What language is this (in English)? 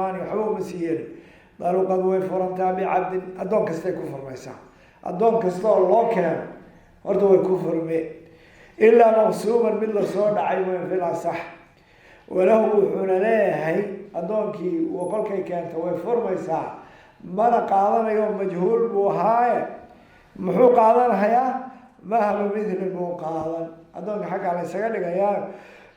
Somali